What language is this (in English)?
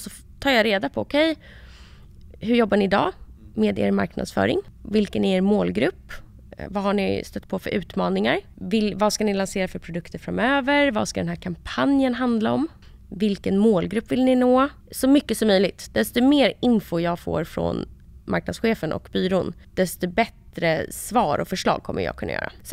Swedish